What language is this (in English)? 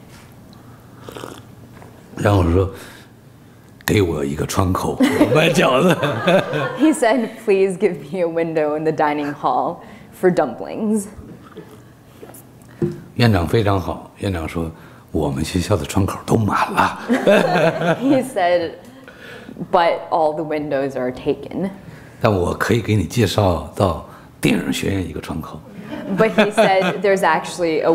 Chinese